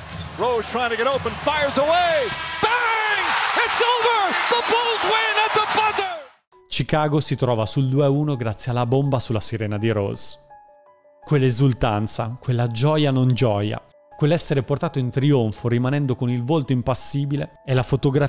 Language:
Italian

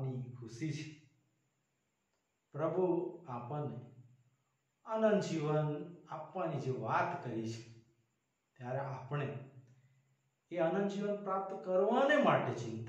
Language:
Gujarati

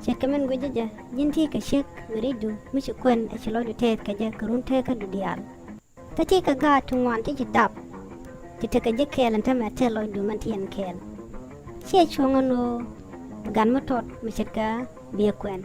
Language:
Nuer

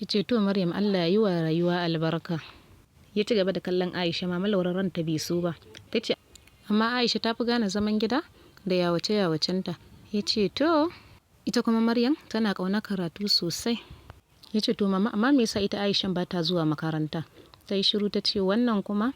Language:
Hausa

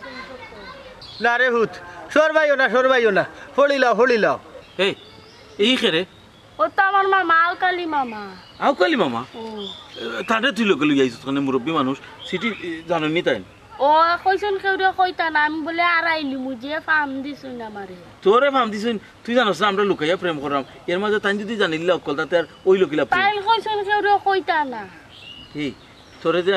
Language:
Sylheti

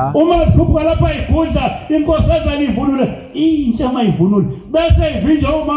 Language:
Zulu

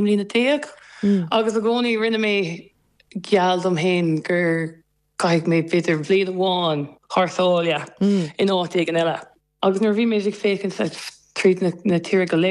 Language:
Irish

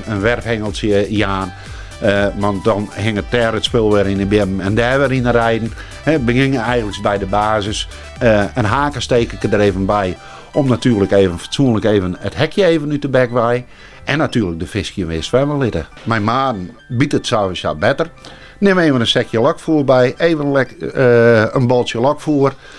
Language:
Western Frisian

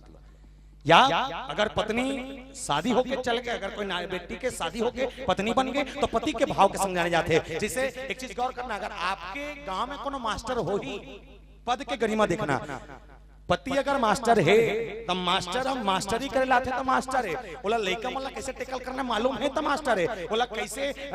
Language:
Chhattisgarhi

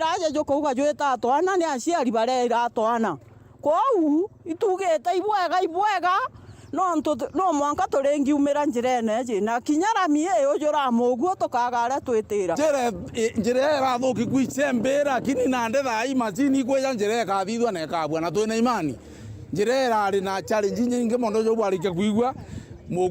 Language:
Meru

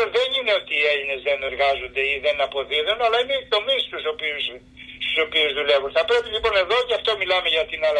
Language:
Greek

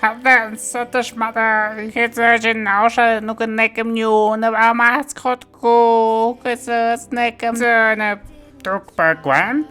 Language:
Tlahuitoltepec Mixe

